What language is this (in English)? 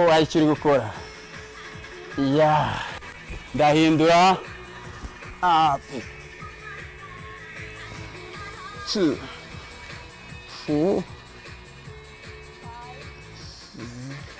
Kinyarwanda